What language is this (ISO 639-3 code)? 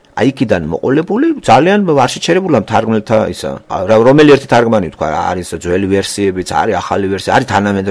kat